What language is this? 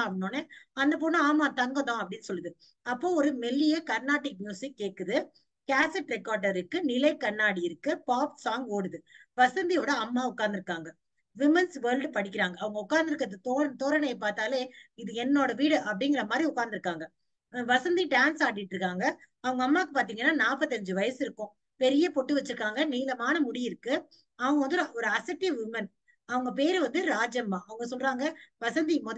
Tamil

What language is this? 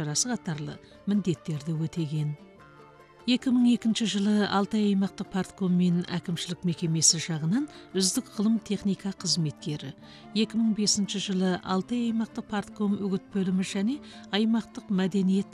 Kazakh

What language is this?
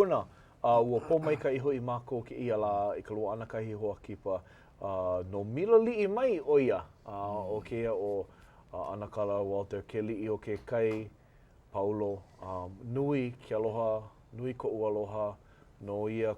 Hawaiian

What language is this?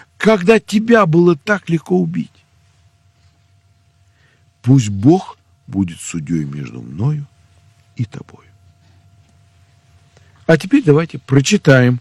Russian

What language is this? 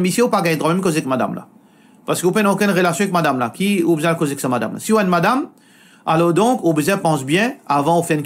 Morisyen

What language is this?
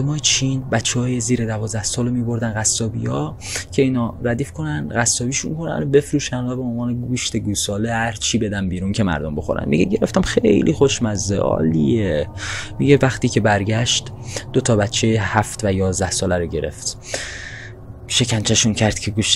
Persian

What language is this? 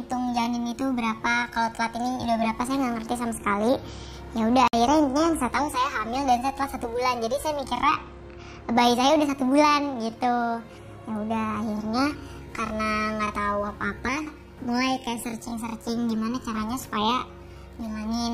Indonesian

